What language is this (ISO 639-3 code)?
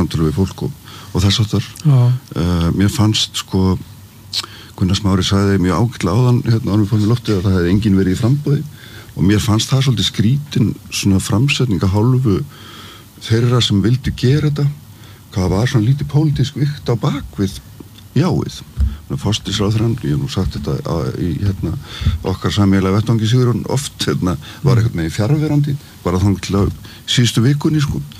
isl